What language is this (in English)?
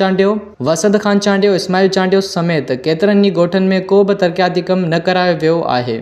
Sindhi